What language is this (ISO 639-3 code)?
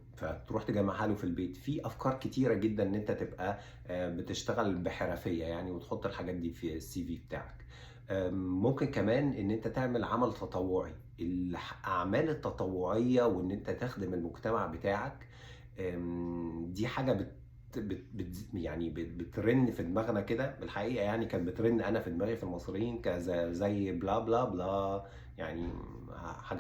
arz